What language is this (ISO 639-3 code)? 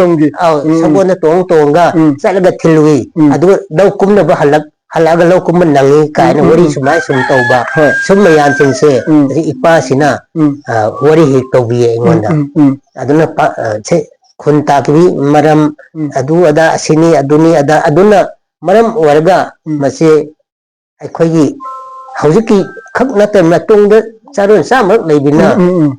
mni